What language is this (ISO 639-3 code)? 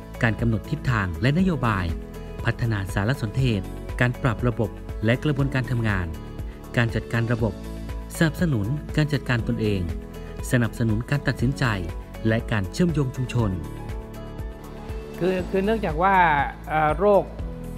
tha